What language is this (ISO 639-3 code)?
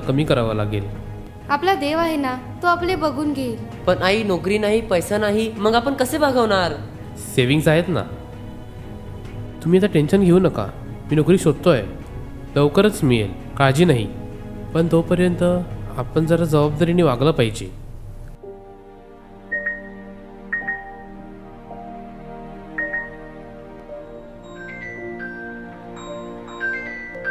mar